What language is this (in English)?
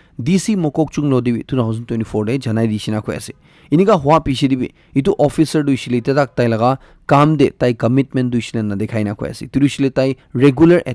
Naga Pidgin